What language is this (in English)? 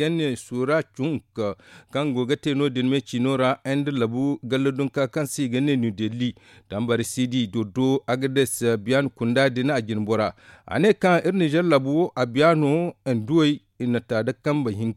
Zarma